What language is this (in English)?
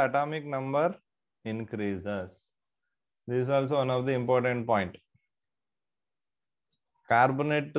Kannada